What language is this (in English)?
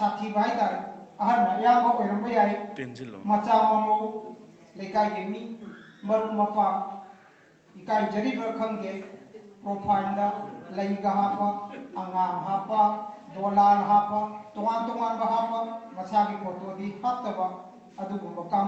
Manipuri